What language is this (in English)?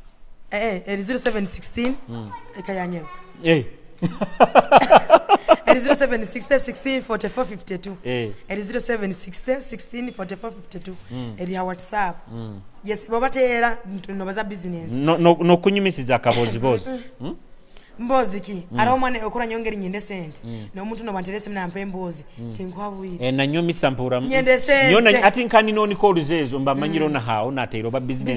Nyoro